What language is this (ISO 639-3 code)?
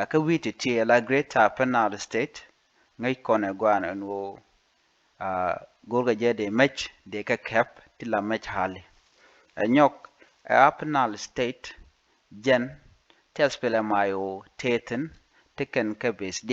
nus